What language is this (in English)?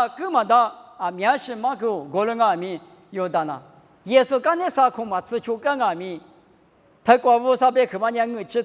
Lisu